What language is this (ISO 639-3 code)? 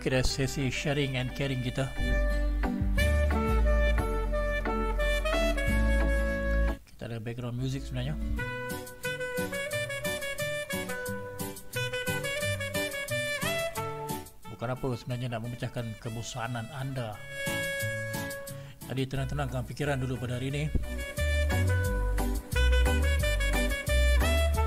msa